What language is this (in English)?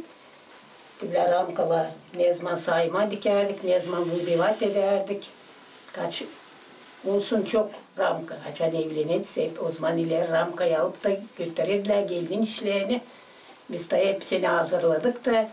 Gagauz